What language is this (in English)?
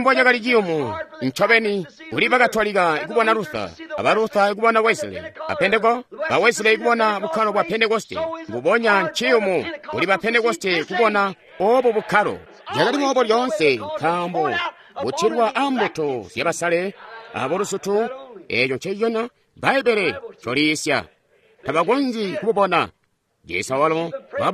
Tonga (Zambia)